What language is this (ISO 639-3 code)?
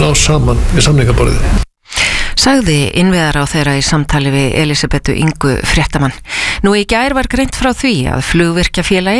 isl